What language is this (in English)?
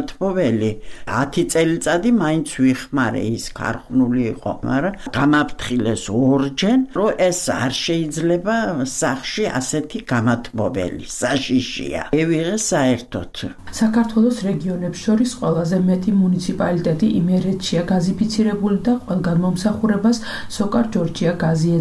Georgian